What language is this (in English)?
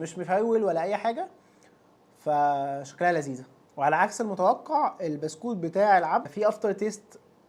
Egyptian Arabic